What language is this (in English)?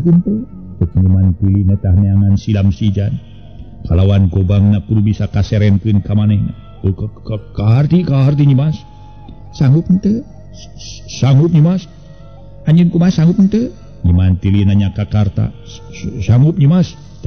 Sundanese